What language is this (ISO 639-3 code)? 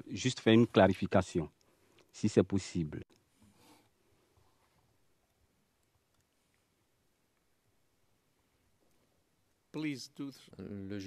fra